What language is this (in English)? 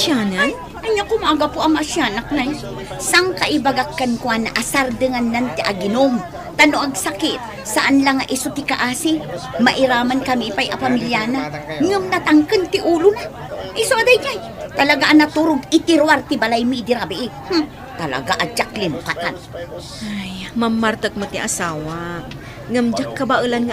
Iloko